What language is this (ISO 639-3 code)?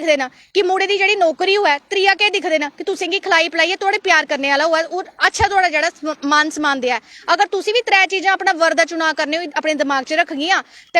doi